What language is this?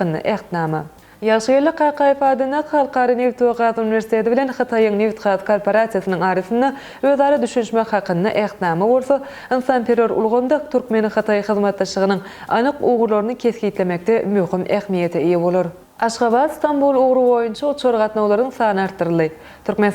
Turkmen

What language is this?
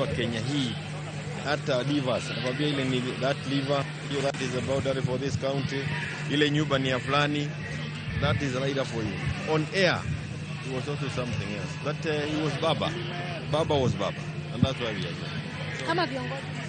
Luo (Kenya and Tanzania)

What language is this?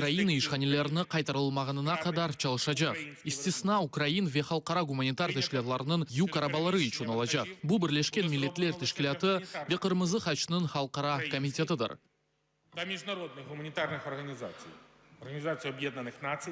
Crimean Tatar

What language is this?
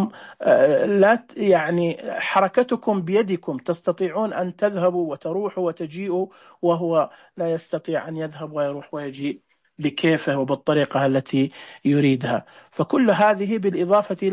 Najdi Arabic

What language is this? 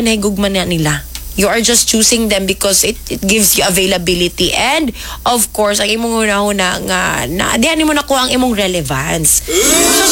Cebuano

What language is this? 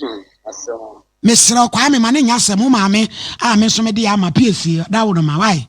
Akan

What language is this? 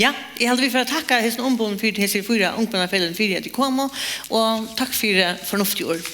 Faroese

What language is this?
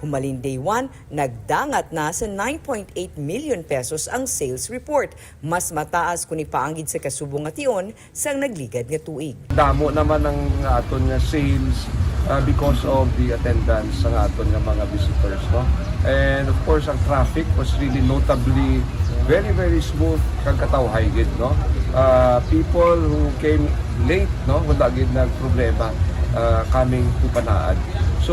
Hiligaynon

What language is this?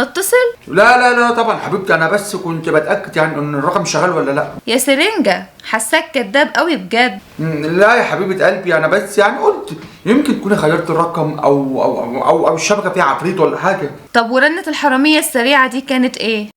Egyptian Arabic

